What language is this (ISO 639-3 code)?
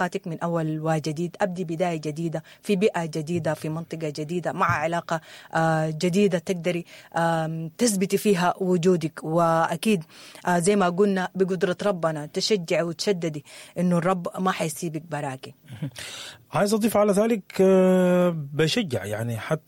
apd